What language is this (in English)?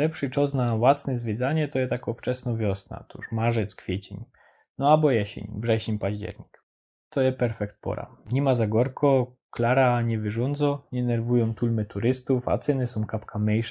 Silesian